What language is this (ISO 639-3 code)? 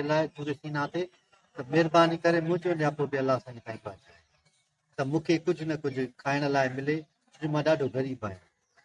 snd